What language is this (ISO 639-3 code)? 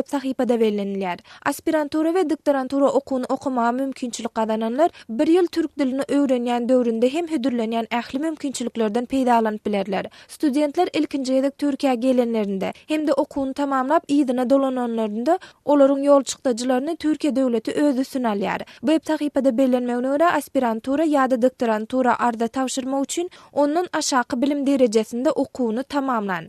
tuk